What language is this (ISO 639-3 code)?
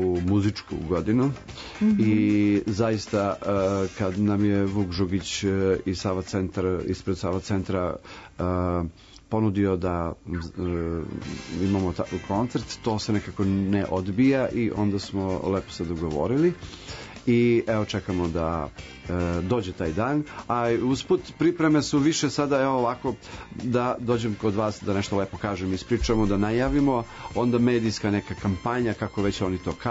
srp